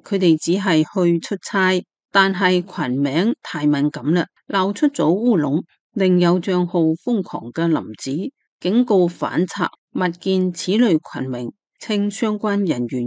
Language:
Cantonese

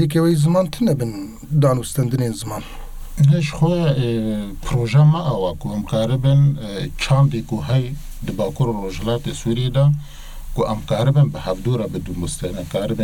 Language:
Kurdish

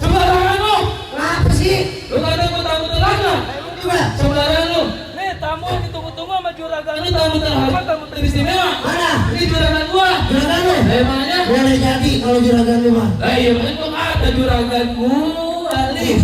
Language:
Betawi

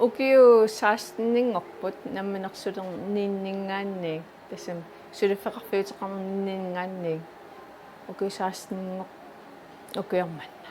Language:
Kalaallisut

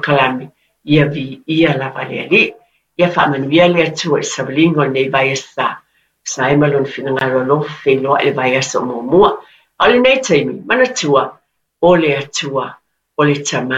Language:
Samoan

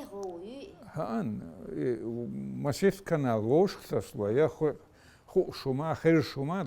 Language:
Chechen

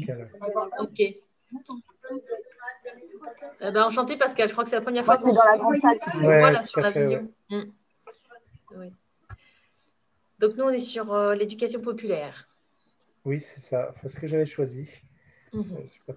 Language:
French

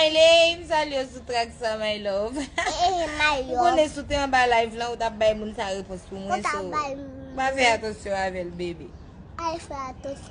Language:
Haitian Creole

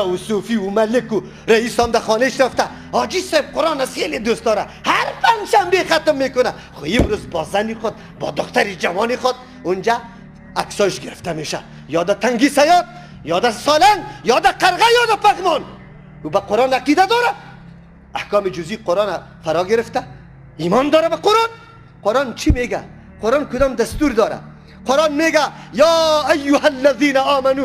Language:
Persian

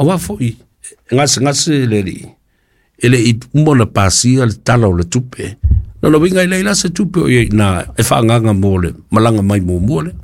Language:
Samoan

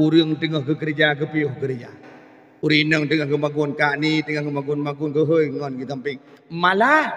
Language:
Achinese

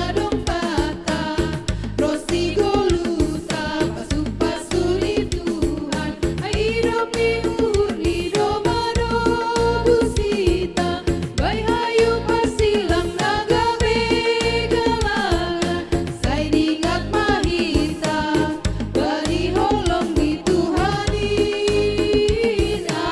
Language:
Batak Simalungun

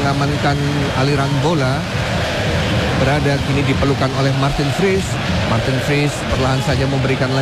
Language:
Indonesian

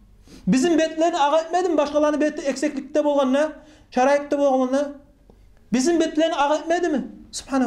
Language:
Kumyk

